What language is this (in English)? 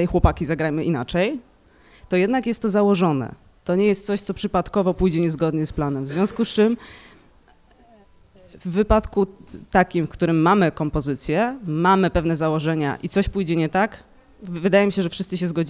Polish